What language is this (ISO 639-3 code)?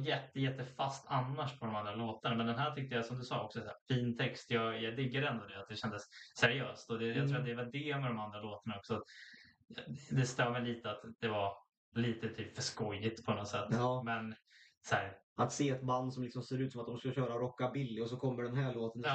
swe